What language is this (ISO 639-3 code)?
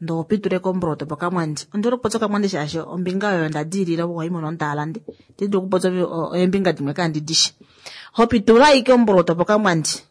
kua